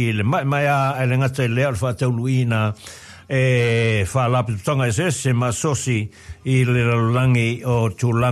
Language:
Samoan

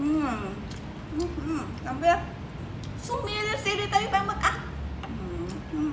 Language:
Iloko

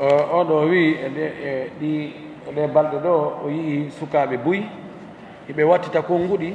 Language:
Fula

